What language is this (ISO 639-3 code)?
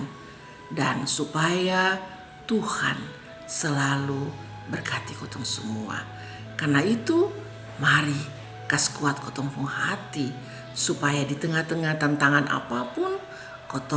mkn